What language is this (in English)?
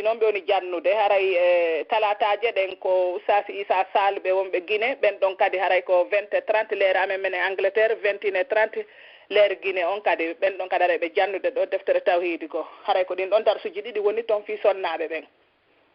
Pular